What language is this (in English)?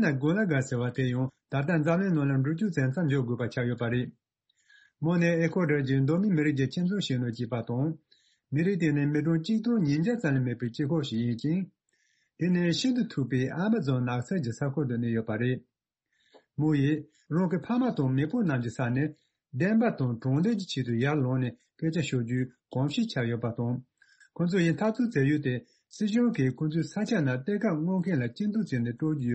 Tibetan